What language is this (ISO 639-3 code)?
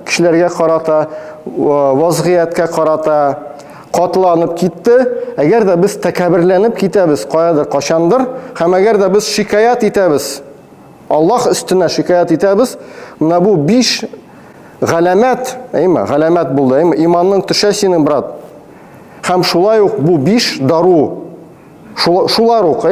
tat